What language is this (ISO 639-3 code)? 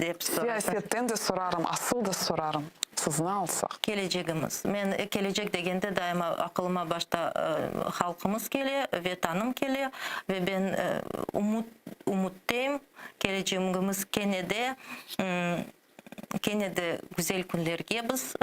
crh